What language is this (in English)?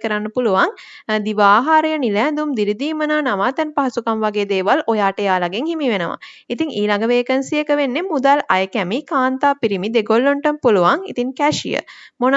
Sinhala